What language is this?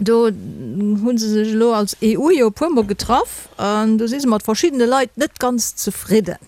Luxembourgish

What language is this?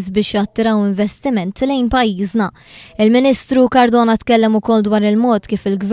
Maltese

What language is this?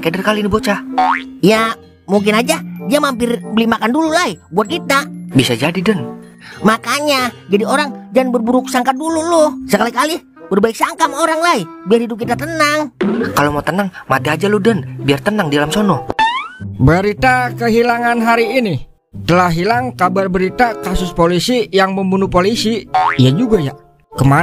Betawi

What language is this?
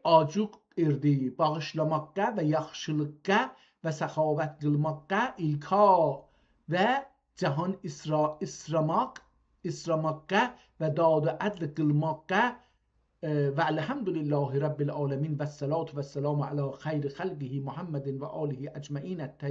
South Azerbaijani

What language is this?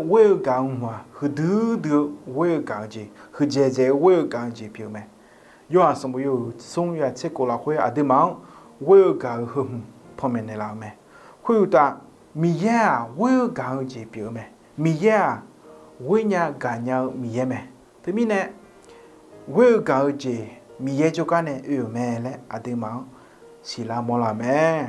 Akha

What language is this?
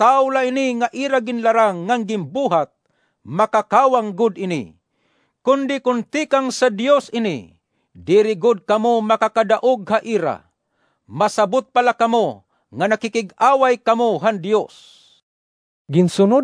Waray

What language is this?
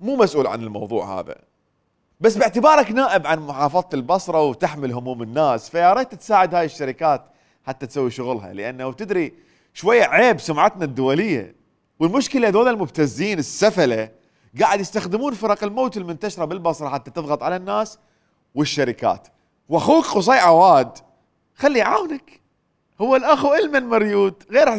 Mesopotamian Arabic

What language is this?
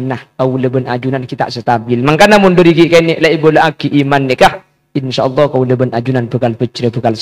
Madurese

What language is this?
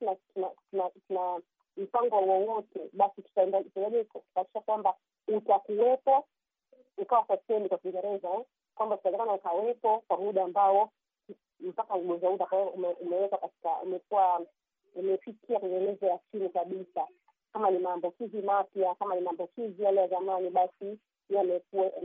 Swahili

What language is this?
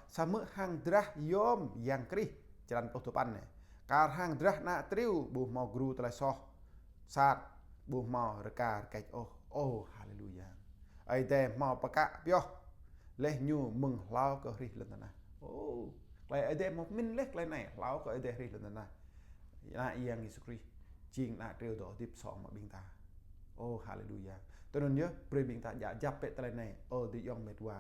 Jarai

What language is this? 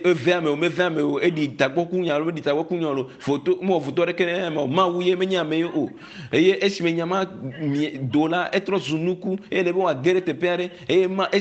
Ewe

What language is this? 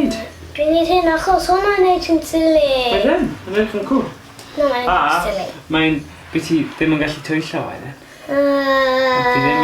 Welsh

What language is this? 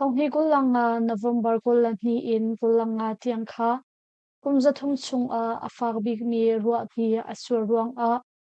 Hakha Chin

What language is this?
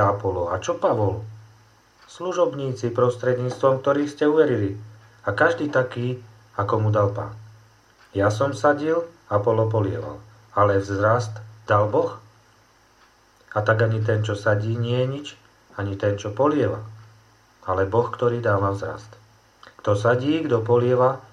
Slovak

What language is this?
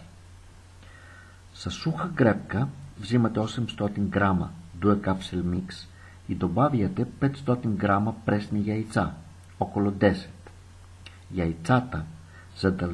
Bulgarian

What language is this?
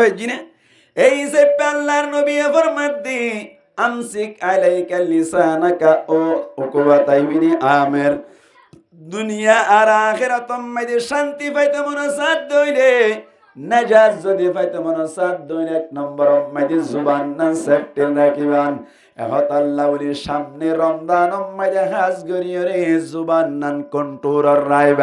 Rohingya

